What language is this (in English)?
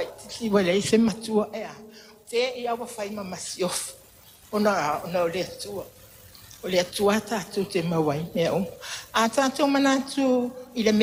Samoan